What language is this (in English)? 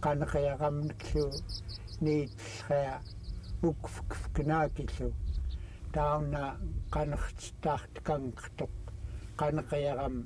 Central Yupik